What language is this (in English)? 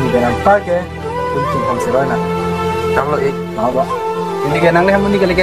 Karbi